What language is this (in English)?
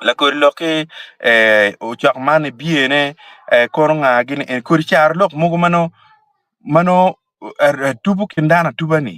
Acoli